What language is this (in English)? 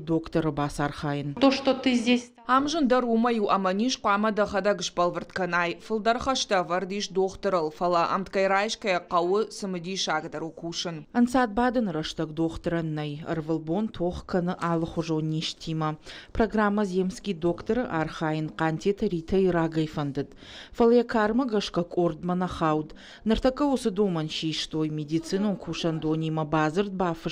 Ossetic